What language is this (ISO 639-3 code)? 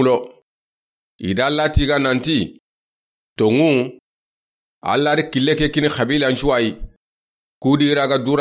snk